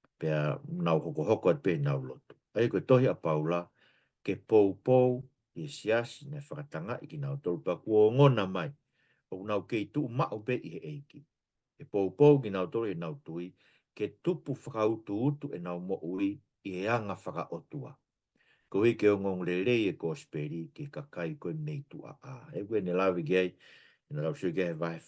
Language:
Tongan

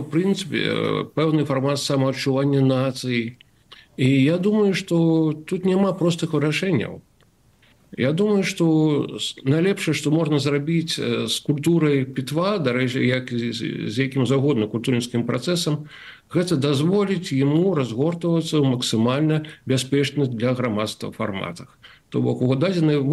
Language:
Belarusian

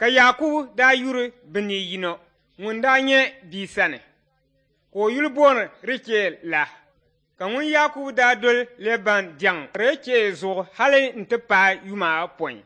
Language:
Dagbani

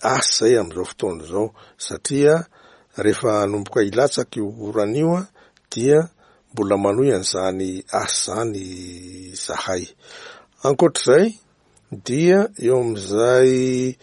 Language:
Malagasy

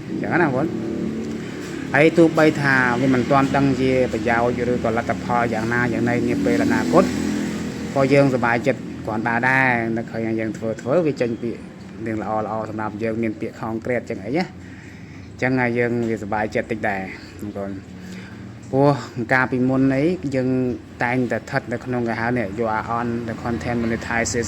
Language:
Khmer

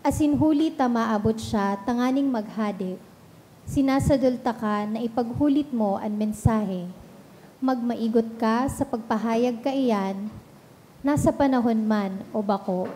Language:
Bikol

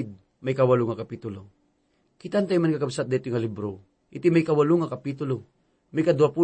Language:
Iloko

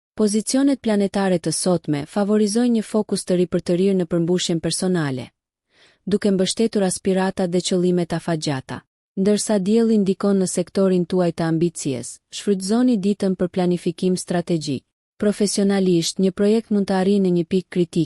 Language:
Albanian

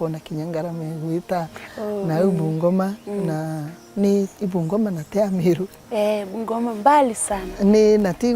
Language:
Meru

